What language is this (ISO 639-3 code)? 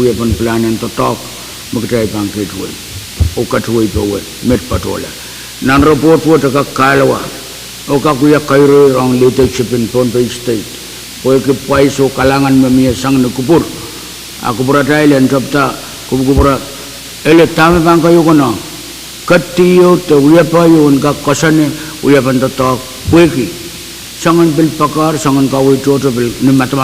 pon